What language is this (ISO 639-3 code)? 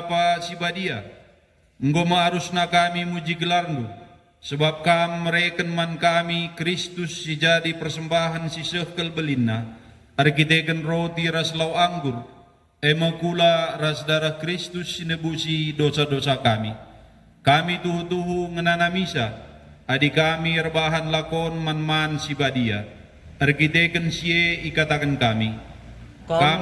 btx